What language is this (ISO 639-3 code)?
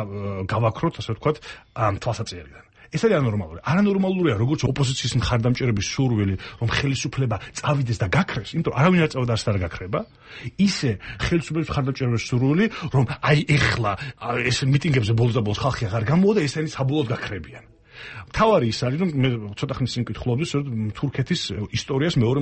kat